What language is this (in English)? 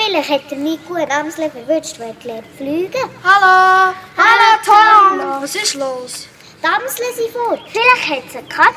Swiss German